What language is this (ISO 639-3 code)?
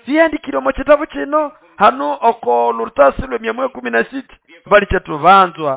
nnb